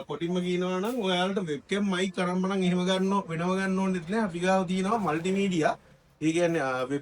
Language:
Sinhala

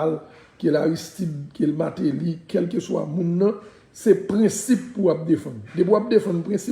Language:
Haitian Creole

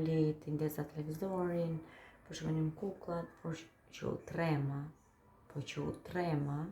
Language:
Albanian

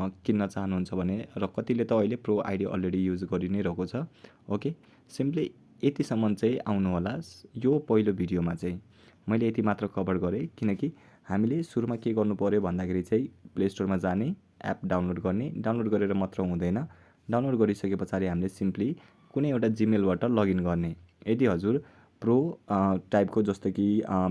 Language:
Nepali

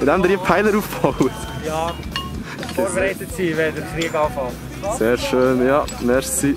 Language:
Swiss German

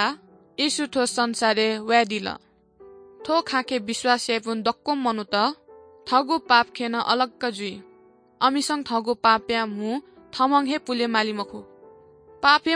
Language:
Newari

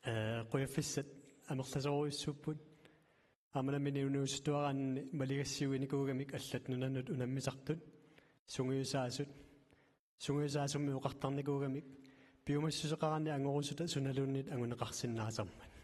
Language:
Kalaallisut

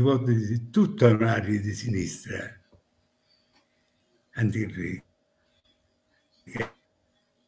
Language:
Italian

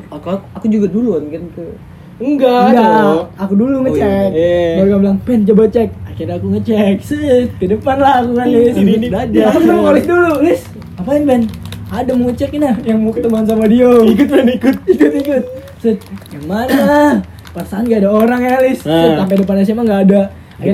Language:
Indonesian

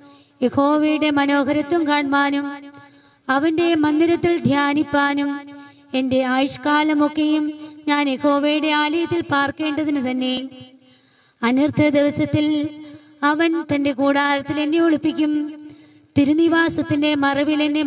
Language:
Malayalam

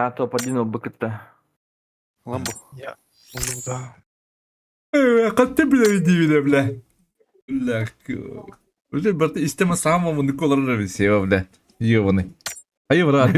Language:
Yakut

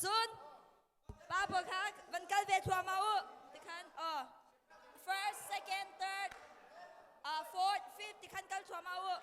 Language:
Hakha Chin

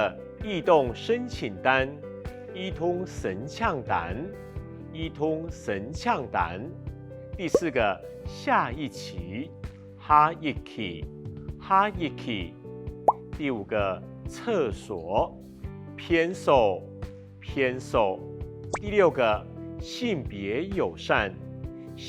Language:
Hakka Chinese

